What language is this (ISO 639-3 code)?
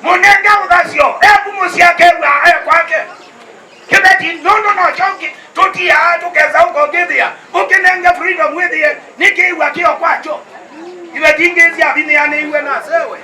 kam